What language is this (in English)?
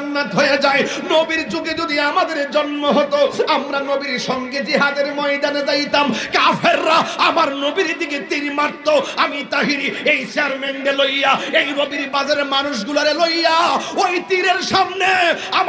Sylheti